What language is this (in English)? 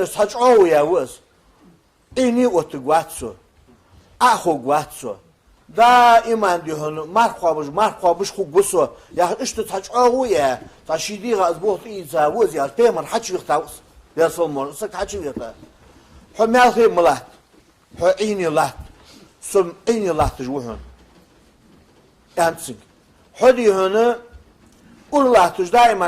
Ingush